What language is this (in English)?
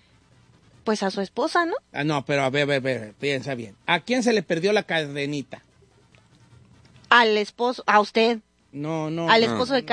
Spanish